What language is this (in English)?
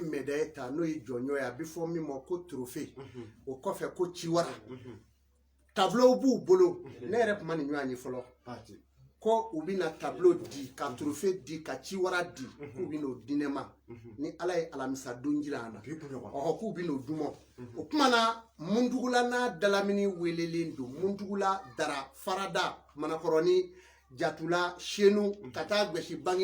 Bambara